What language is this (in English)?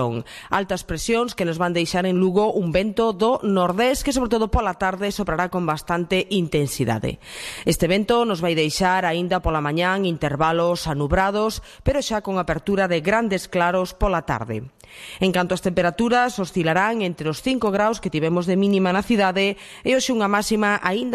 Galician